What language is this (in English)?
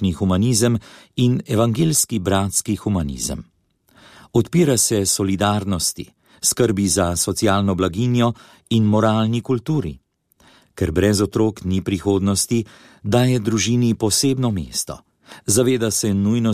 Slovenian